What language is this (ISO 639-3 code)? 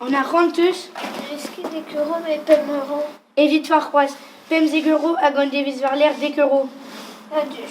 bre